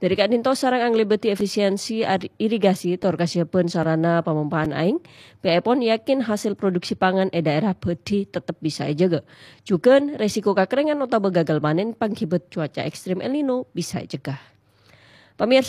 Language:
Madurese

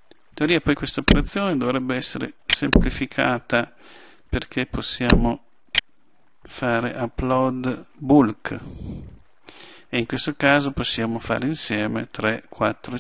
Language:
Italian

